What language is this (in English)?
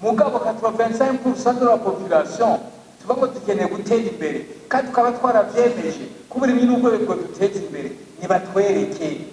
Rundi